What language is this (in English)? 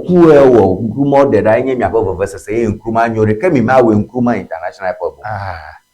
Ewe